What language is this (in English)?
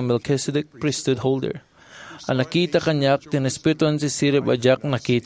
Iloko